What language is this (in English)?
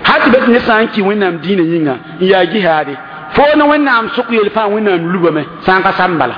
Mossi